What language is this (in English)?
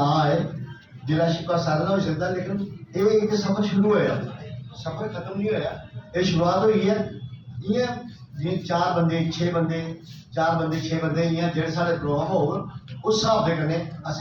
Dogri